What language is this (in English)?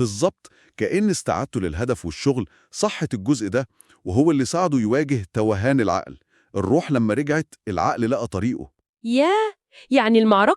Egyptian Arabic